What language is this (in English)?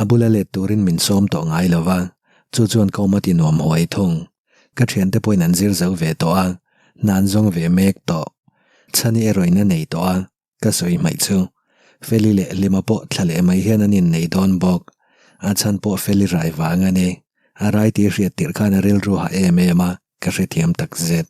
Mizo